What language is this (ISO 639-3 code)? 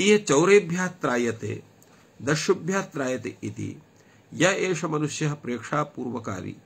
san